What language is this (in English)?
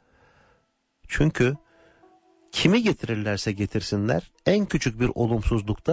Turkish